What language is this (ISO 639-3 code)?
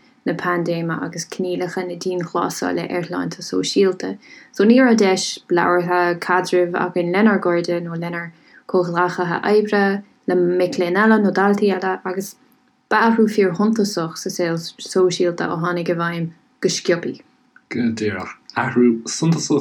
gle